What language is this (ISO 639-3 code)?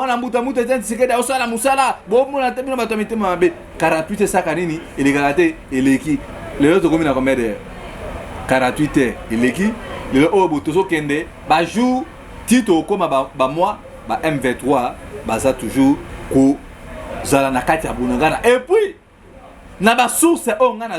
lin